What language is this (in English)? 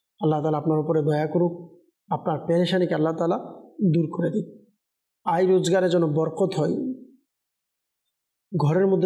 Bangla